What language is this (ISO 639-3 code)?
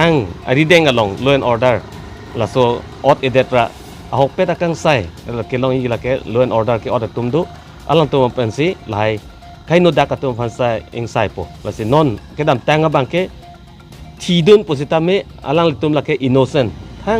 mjw